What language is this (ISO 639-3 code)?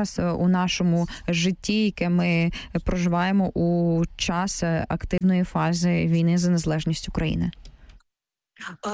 ukr